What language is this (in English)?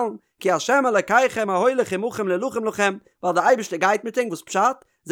Yiddish